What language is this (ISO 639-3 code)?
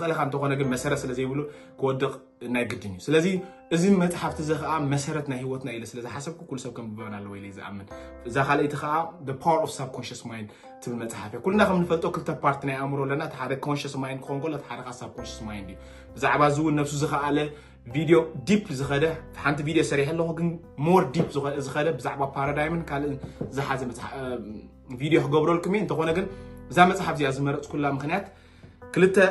tir